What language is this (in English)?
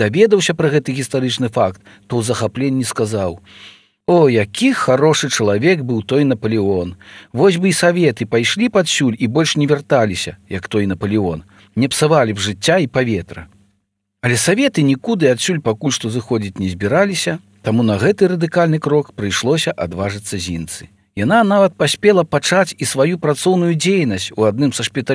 Belarusian